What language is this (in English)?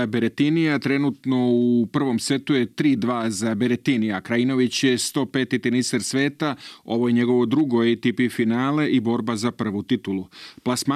Serbian